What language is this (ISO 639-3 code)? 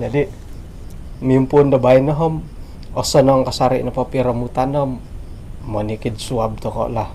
dtp